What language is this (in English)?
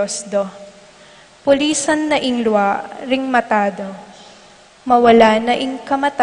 Pampanga